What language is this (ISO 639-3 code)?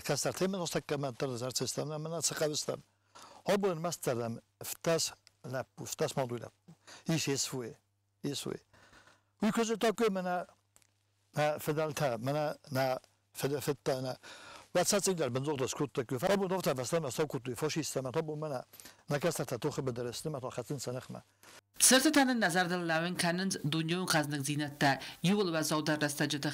oss